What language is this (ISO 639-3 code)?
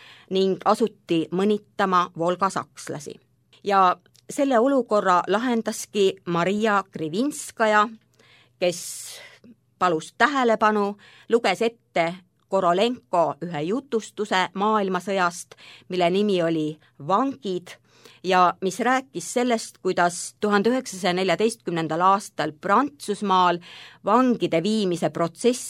est